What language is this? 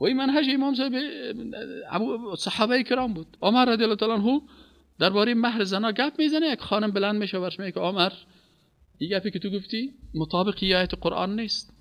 Persian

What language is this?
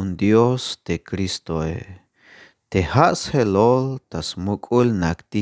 Tzeltal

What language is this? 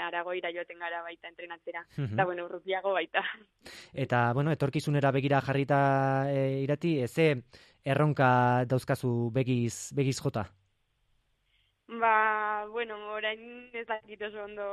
Basque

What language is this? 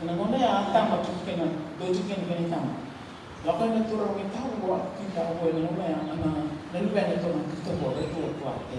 Fijian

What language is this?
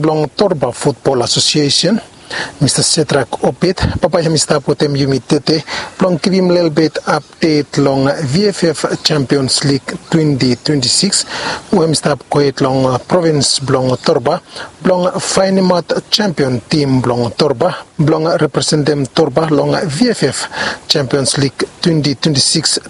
Bislama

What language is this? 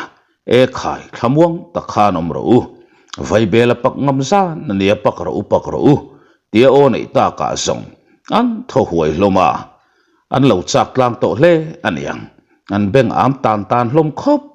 Mizo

